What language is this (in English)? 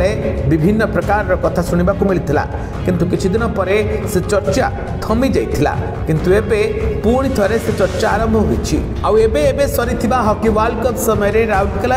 Odia